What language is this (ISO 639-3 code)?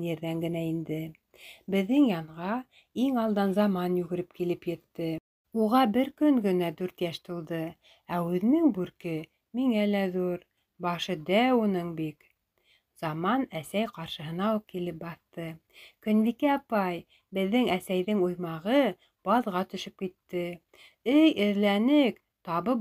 bak